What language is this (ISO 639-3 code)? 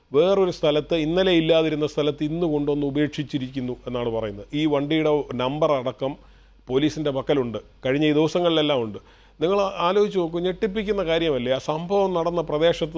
mal